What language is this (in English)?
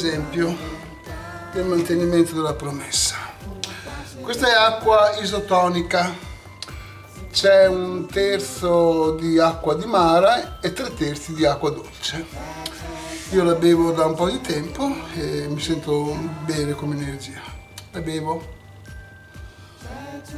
Italian